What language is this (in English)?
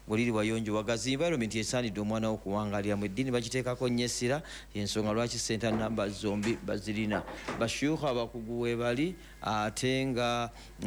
Ganda